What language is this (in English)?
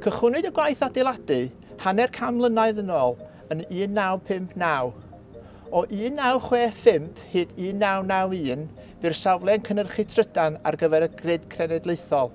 Welsh